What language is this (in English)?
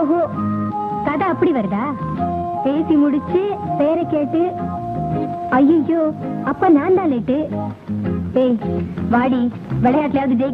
Tamil